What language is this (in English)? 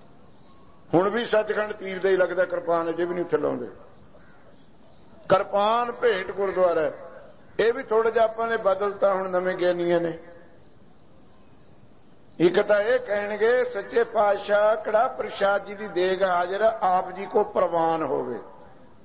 Punjabi